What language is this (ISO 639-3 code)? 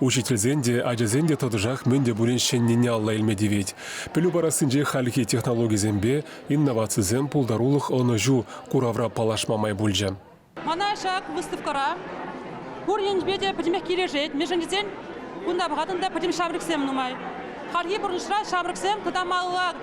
chv